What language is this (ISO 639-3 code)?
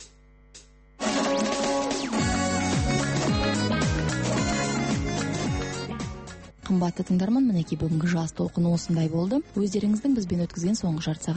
kaz